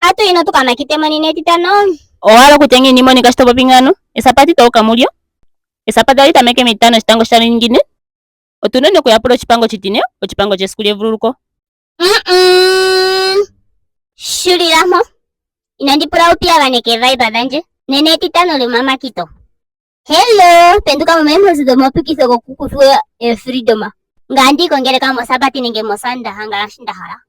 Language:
Ndonga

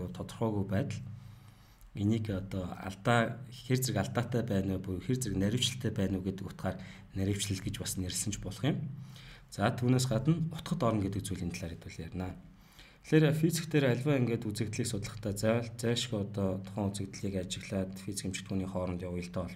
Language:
Mongolian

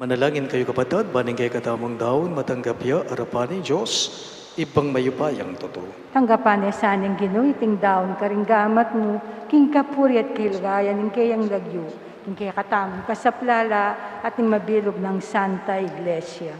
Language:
Pampanga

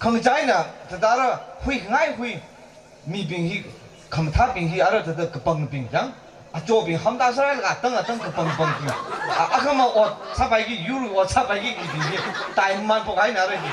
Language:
Tangkhul Naga (India)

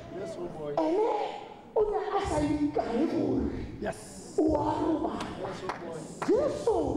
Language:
Tswana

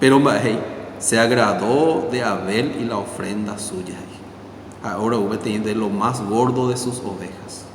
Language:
Guarani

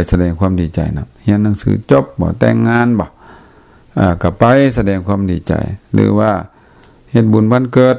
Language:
Lao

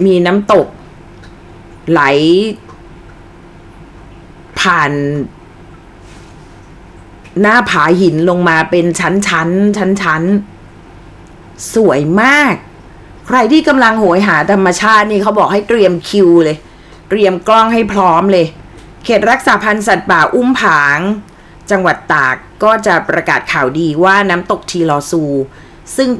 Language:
Thai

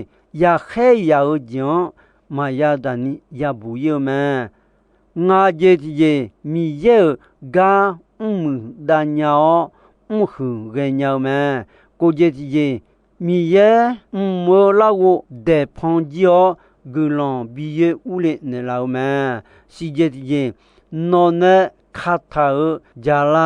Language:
Akha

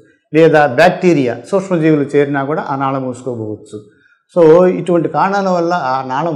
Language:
Telugu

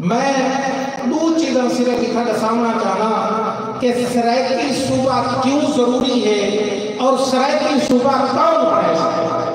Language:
Saraiki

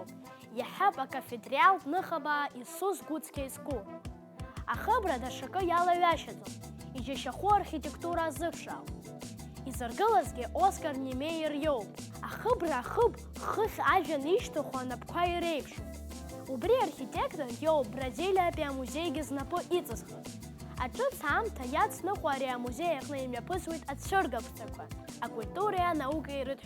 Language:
Abkhazian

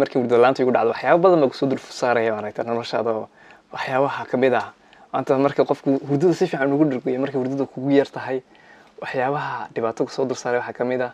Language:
Somali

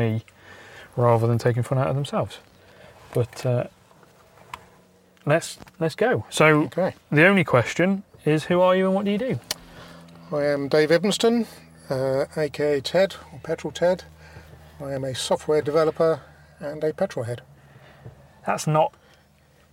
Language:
English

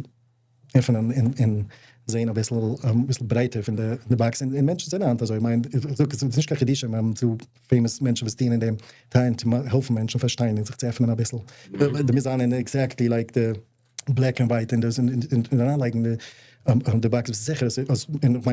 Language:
Yiddish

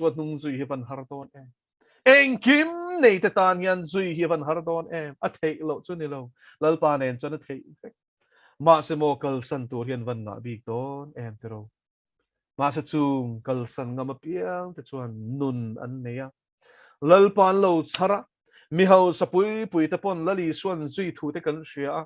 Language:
Mizo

